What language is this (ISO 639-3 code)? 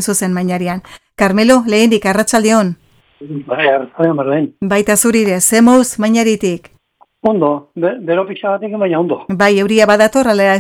eus